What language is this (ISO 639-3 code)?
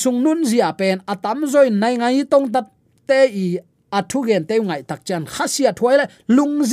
ctd